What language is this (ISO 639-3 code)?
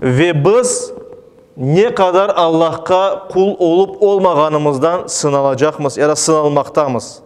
crh